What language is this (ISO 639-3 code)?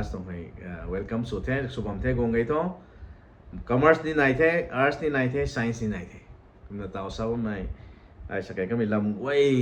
nbu